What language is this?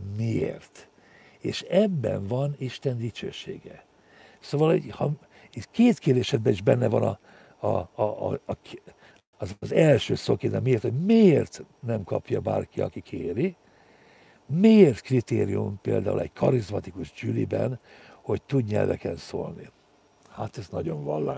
Hungarian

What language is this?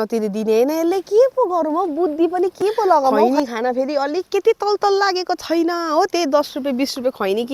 Nepali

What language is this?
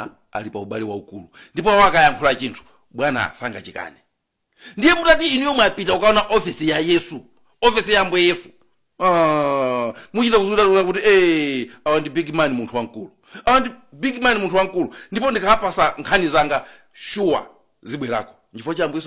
Nyanja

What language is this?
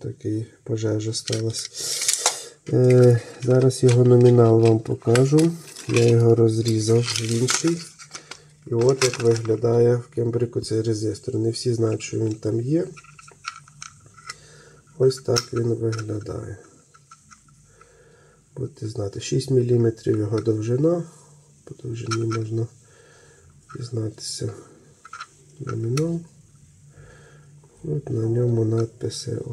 Ukrainian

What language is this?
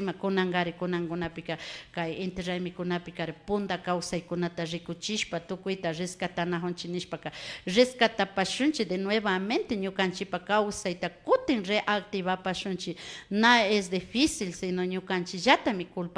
Imbabura Highland Quichua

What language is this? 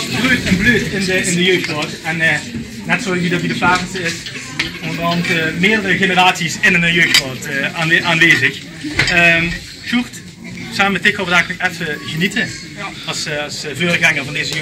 Limburgish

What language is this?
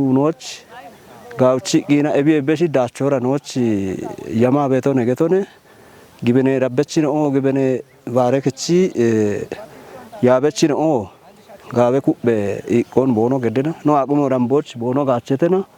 Kafa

